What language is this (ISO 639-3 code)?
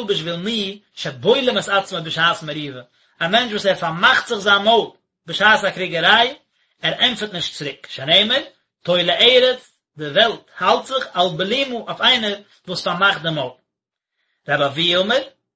yid